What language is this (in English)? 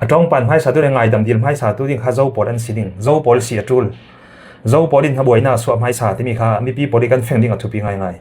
Falam Chin